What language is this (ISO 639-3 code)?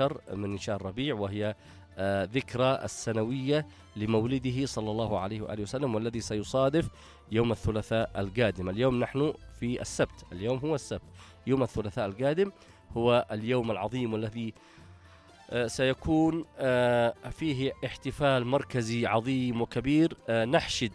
ara